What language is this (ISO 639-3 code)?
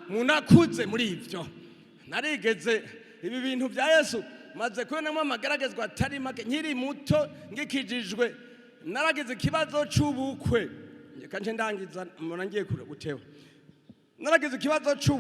run